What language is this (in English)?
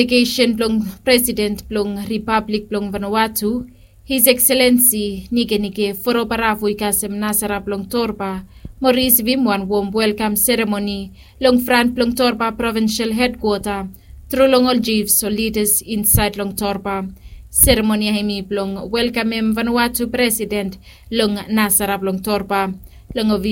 Bislama